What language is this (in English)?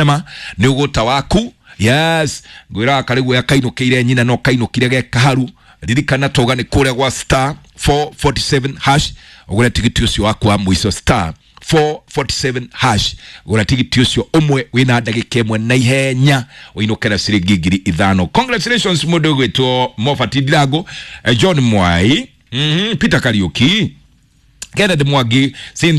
Kikuyu